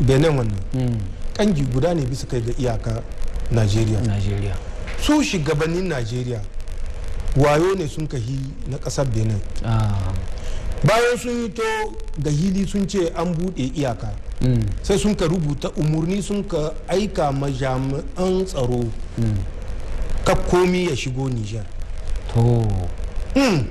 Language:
Hausa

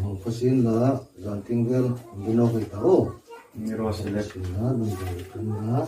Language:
Hmar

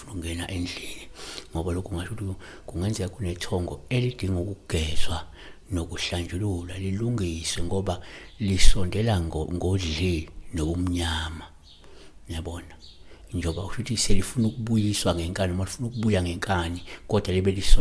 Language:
Zulu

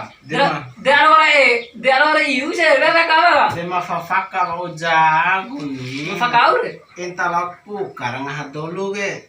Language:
Bima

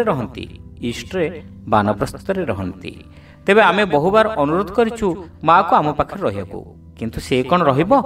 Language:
Odia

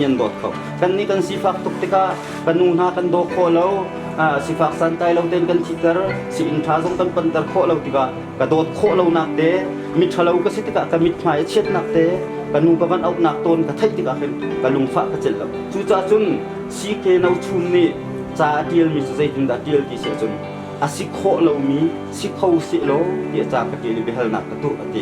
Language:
Hakha Chin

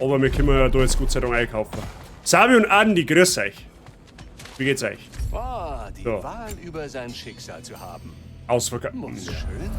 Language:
Bavarian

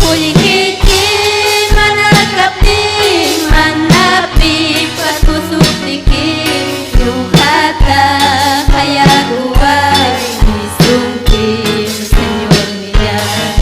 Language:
Ayacucho Quechua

